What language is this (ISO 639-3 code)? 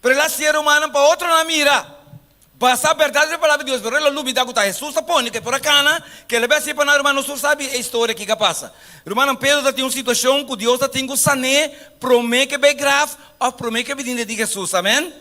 pap